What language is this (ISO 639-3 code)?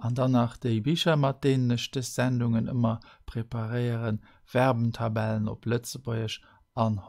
ltz